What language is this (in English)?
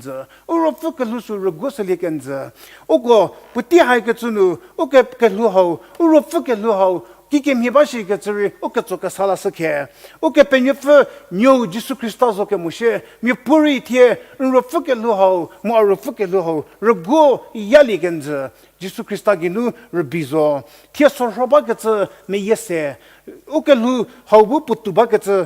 Angami Naga